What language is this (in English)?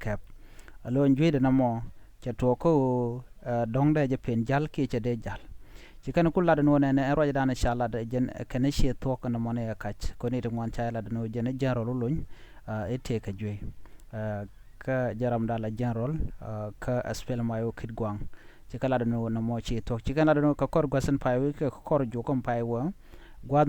Nuer